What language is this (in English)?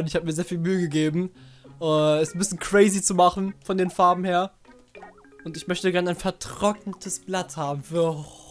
German